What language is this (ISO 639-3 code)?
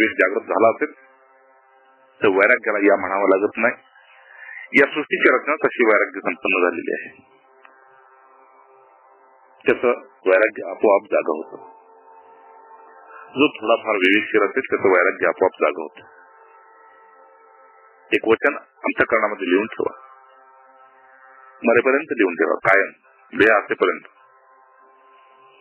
mar